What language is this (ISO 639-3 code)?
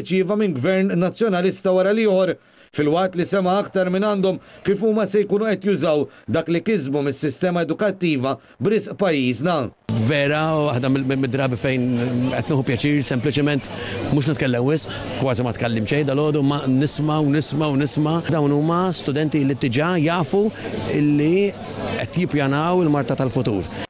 mlt